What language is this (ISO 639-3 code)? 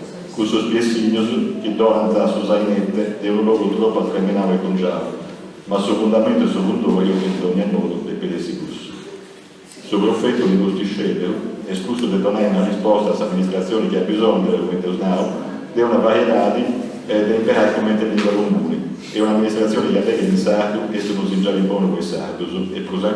srd